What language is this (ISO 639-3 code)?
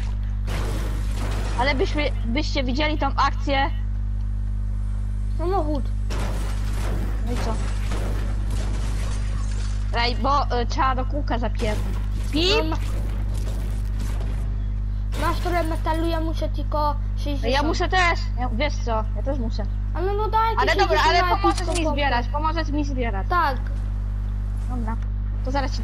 pol